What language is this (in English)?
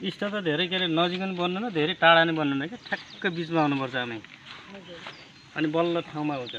Nepali